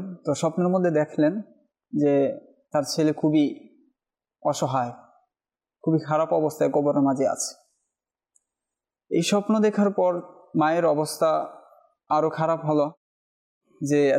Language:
Bangla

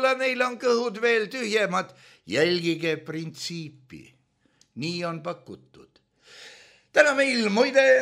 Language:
Estonian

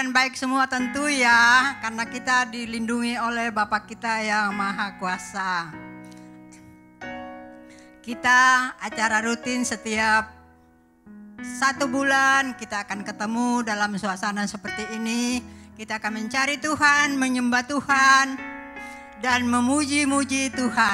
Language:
Indonesian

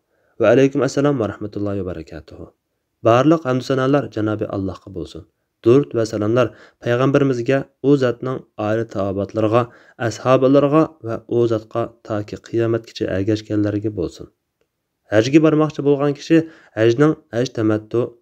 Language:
Uyghur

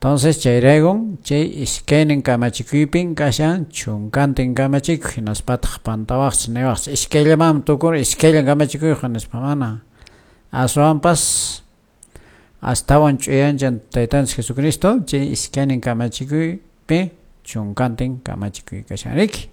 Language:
Quechua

